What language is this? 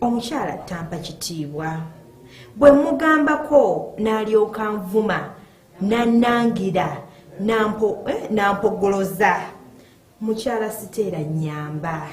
Ganda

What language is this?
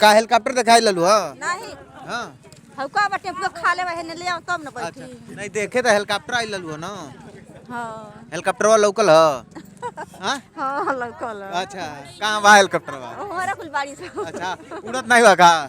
Bhojpuri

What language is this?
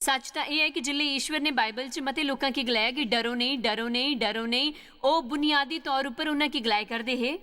Dogri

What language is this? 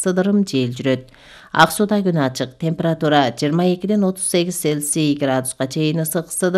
Kyrgyz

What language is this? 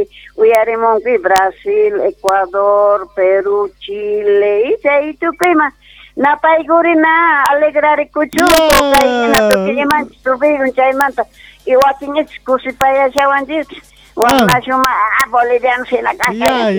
Quechua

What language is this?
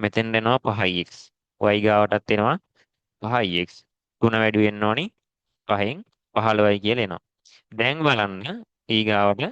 Sinhala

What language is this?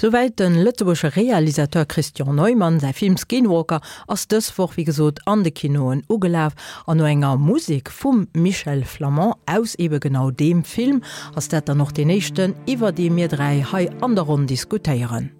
Luxembourgish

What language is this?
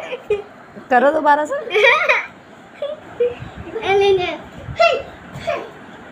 Hindi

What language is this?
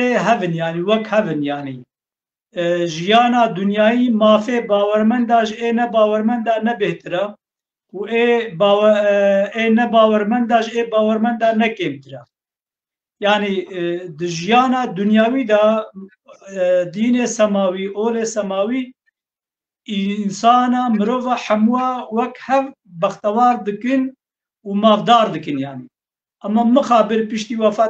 Kurdish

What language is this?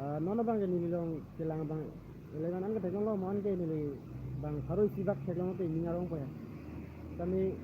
Karbi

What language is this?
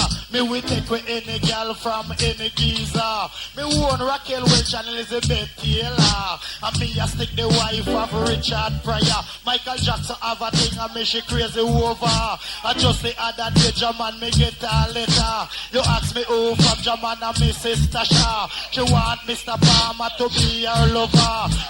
Jamaican Creole English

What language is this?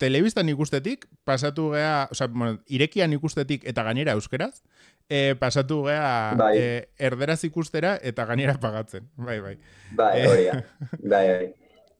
Basque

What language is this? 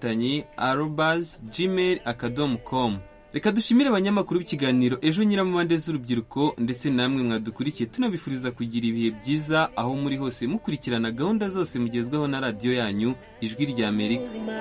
Kinyarwanda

